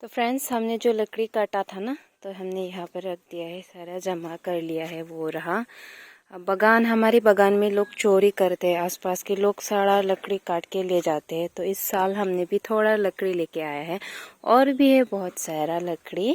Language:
Karbi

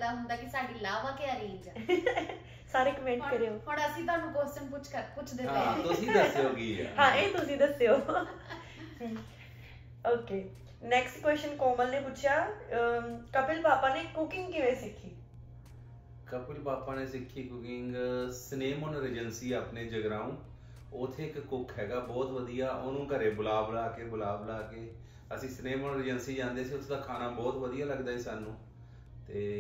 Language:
Punjabi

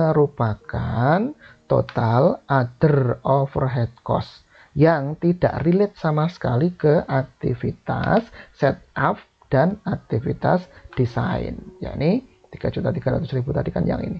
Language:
Indonesian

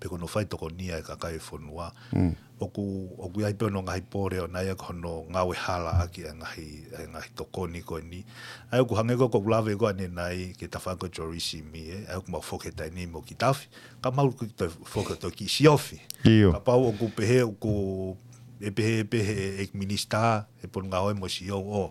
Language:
Tongan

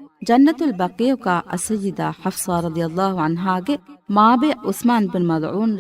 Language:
Divehi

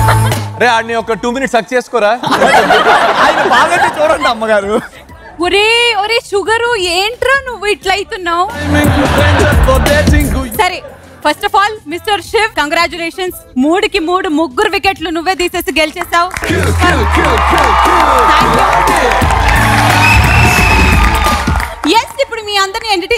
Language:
Telugu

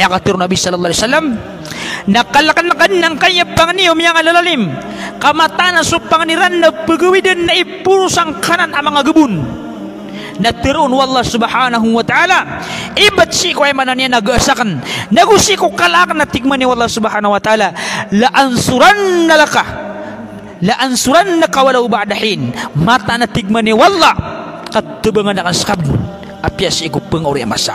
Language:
Maranao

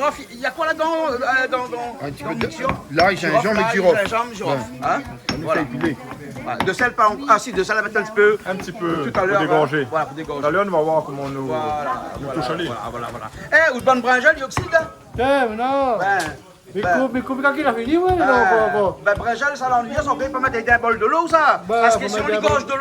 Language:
Réunion Creole French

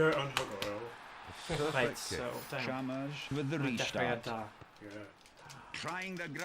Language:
Welsh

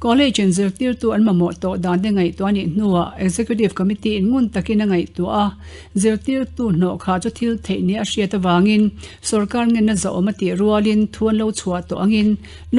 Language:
Mizo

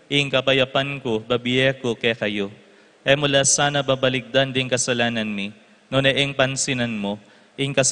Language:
Pampanga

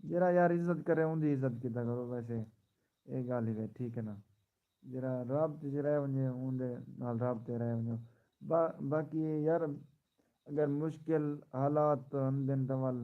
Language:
Saraiki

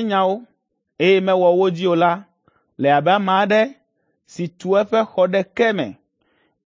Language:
Ewe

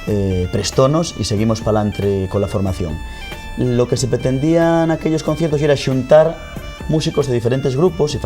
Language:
Asturian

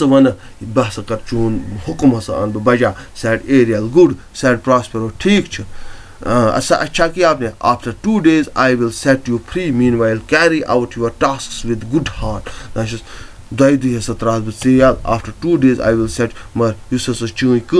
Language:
Kashmiri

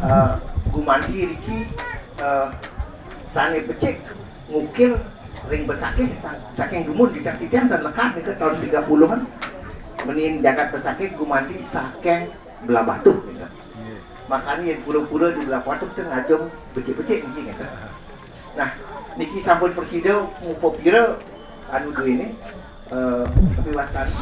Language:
Balinese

